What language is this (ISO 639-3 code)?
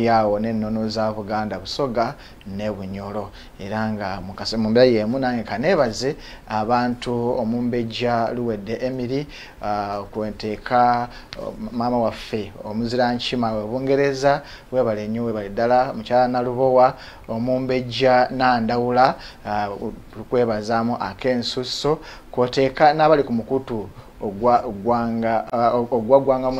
lug